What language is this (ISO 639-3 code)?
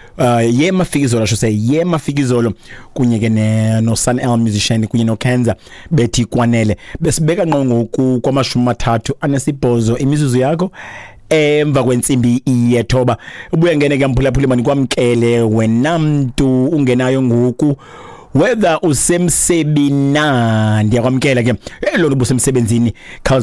xho